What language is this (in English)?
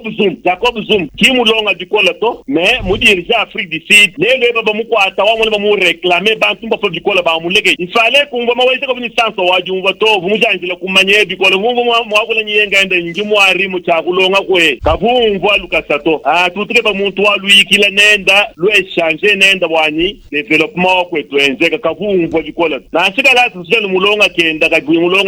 Luba-Lulua